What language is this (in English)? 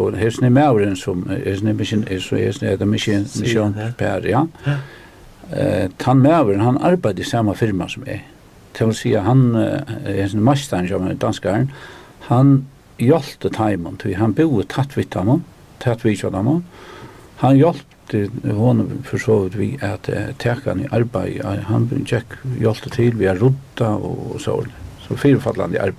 Faroese